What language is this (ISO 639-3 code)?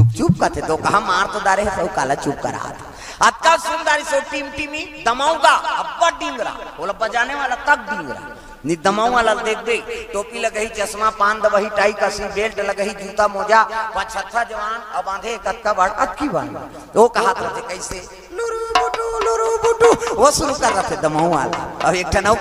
hne